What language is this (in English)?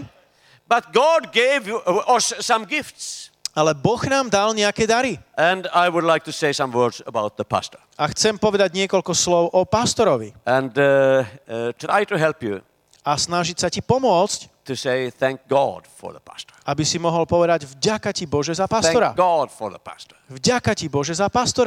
Slovak